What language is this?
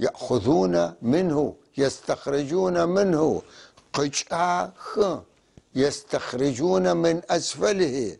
North Levantine Arabic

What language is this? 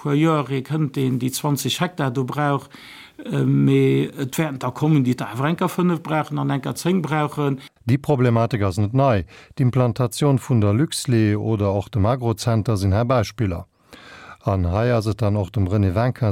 Luxembourgish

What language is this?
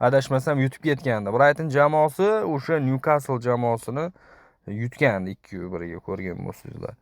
Uzbek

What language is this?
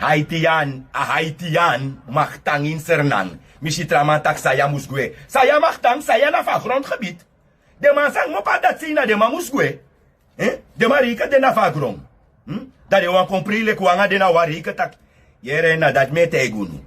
Sranan Tongo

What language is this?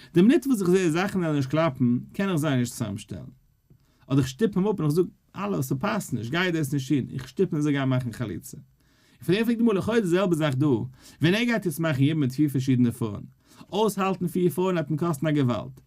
Yiddish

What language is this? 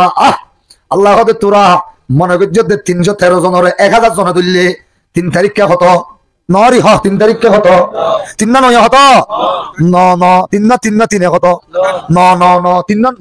Rohingya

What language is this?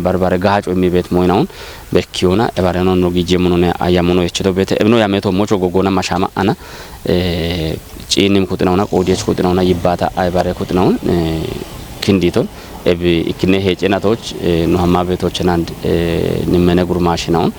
Kafa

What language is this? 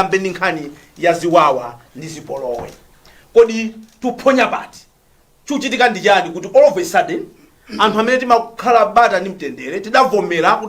Nyanja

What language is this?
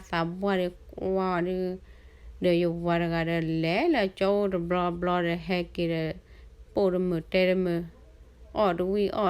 S'gaw Karen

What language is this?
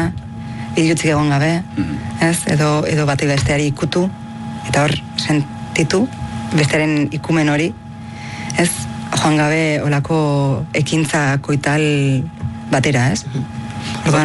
Basque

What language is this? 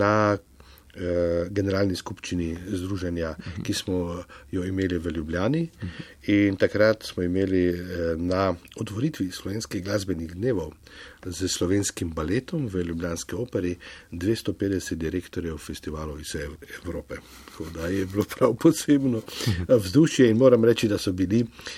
Slovenian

